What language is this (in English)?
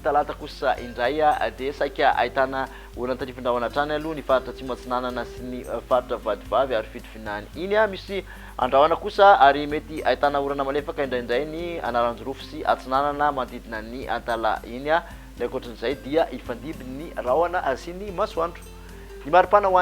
Malagasy